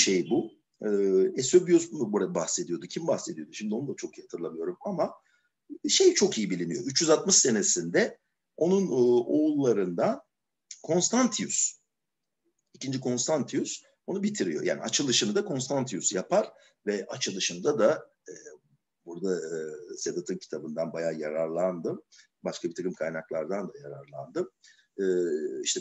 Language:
Turkish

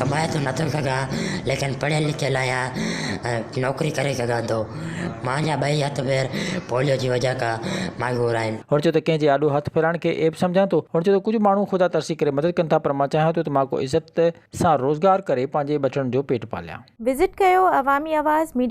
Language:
Sindhi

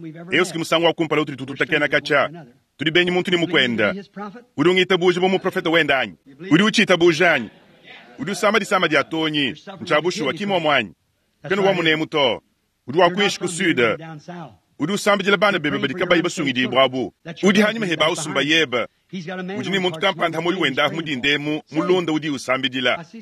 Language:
Luba-Lulua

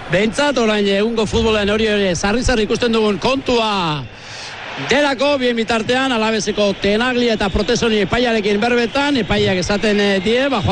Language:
Basque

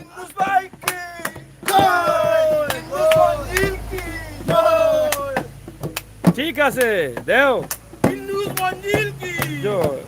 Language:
Sylheti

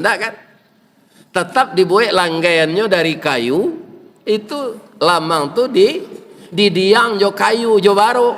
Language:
Minangkabau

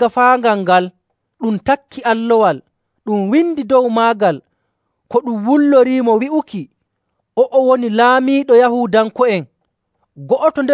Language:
Nigerian Fulfulde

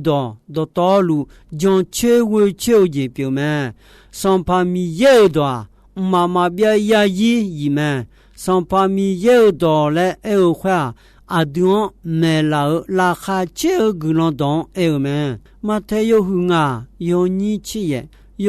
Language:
Akha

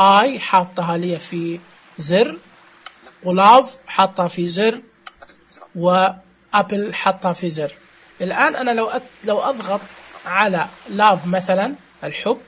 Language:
Najdi Arabic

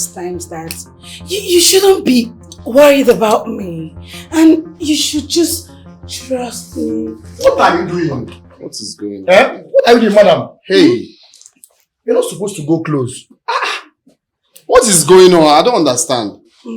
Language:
Nigerian Pidgin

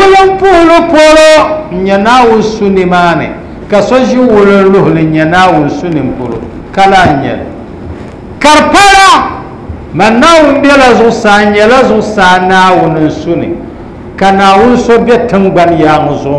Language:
Dagbani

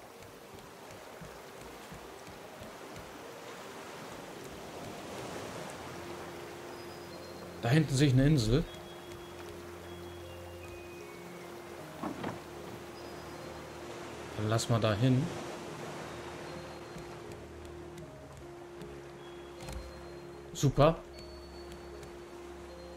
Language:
German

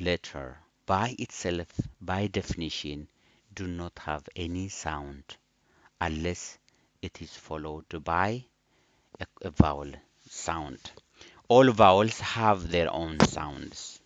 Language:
English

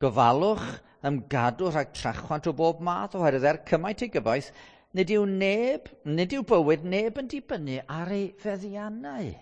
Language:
Welsh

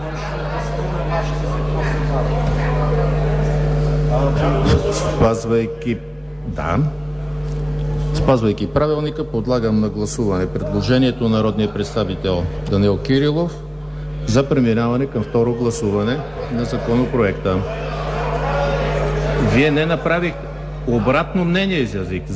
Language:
Bulgarian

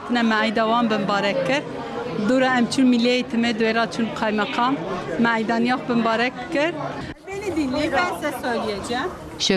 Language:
Kurdish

